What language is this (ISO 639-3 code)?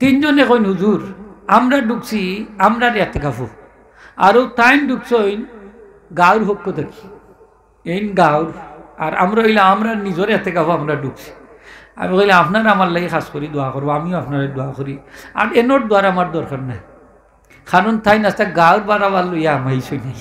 syl